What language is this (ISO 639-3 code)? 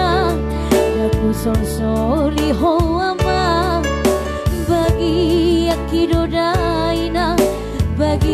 bbc